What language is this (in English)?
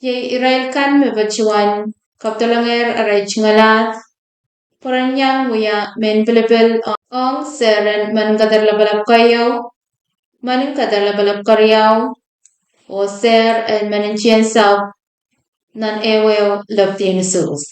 Pohnpeian